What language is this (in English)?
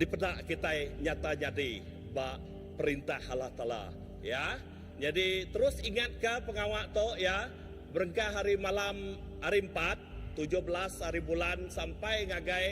Iban